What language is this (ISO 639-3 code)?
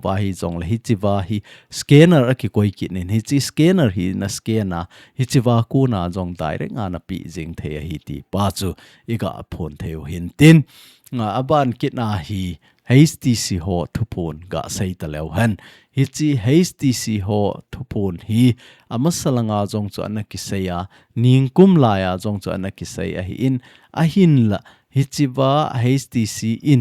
tcz